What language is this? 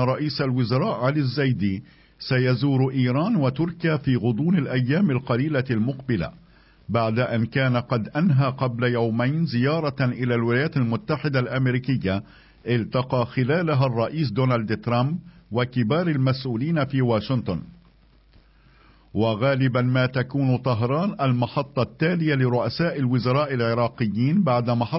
Arabic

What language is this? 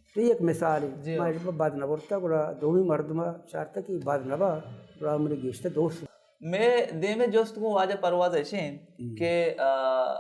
Baluchi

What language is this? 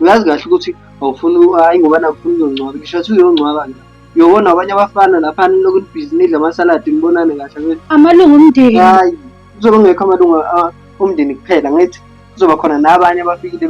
Zulu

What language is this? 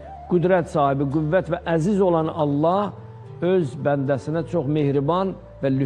Azerbaijani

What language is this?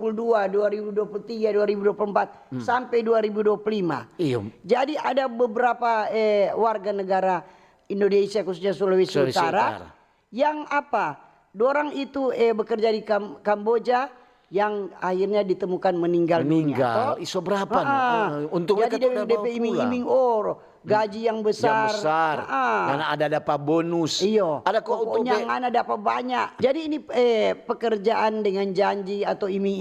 Manado Malay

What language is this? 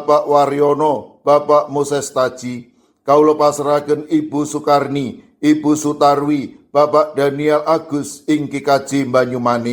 Javanese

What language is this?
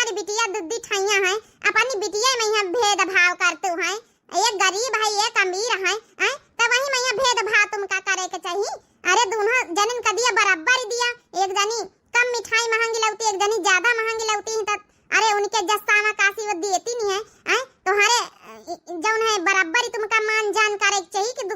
Awadhi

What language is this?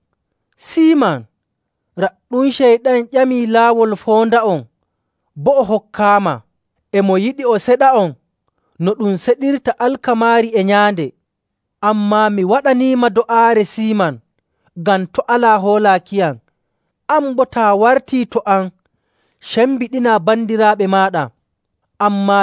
Nigerian Fulfulde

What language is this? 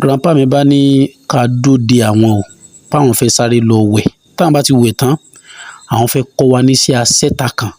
Yoruba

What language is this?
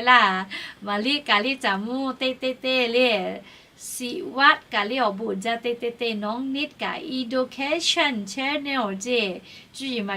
Lahu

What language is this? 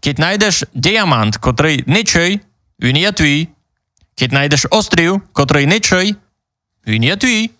Rusyn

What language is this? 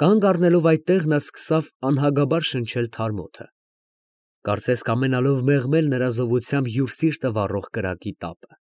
Armenian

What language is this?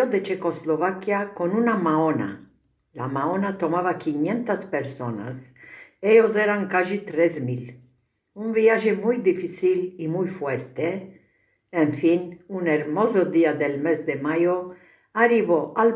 Ladino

